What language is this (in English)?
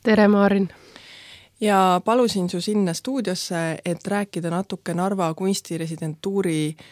Estonian